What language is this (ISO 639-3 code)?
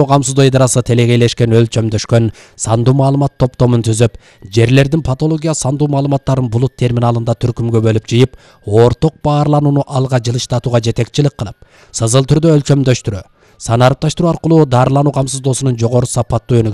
kir